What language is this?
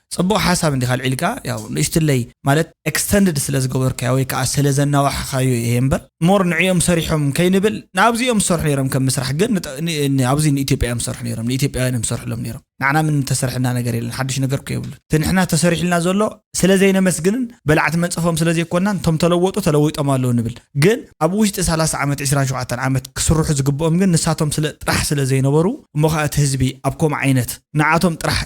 Tigrinya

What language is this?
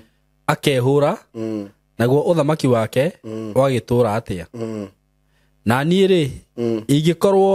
Kikuyu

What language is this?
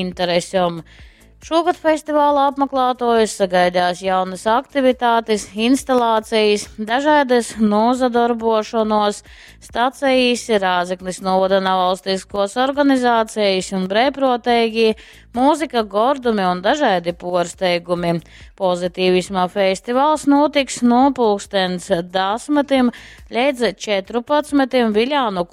Latgalian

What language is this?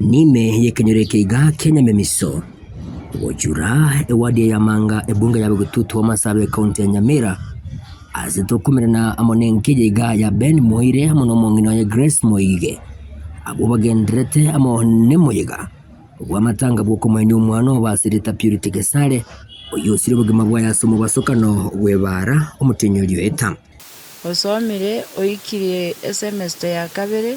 Gusii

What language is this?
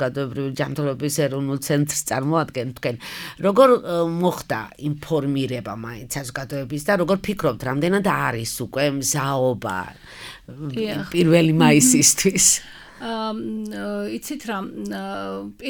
Georgian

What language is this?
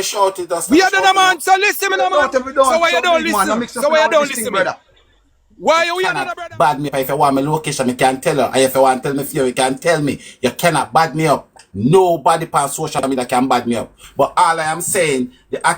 Jamaican Creole English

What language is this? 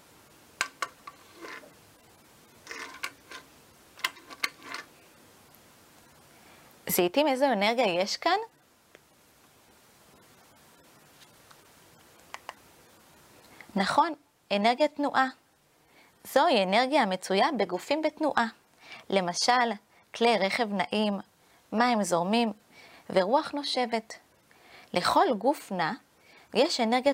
Hebrew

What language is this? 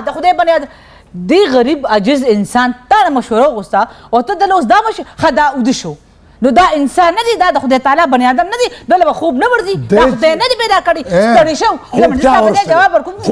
Pashto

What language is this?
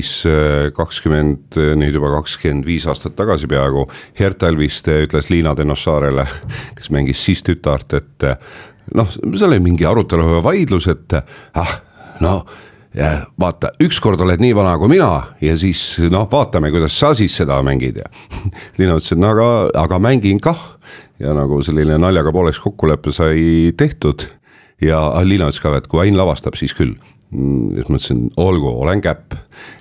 Estonian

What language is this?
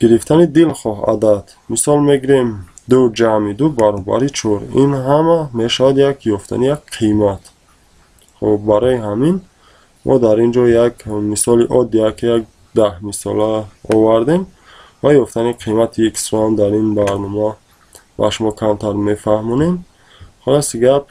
Tajik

